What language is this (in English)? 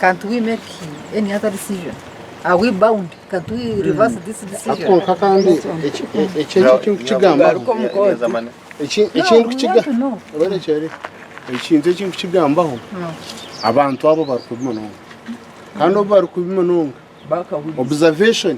Nyankole